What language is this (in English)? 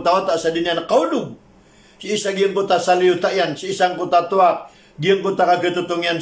Maranao